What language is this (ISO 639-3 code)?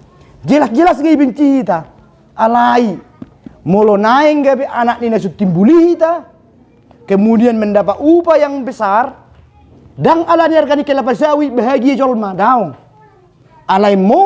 bbc